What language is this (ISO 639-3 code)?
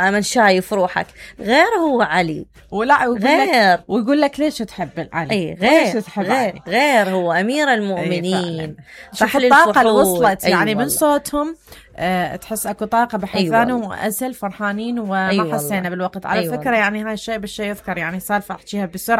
acm